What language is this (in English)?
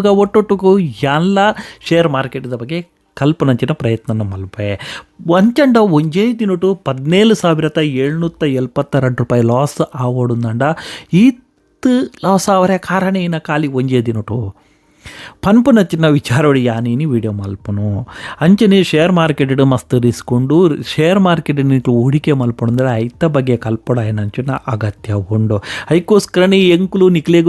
Tulu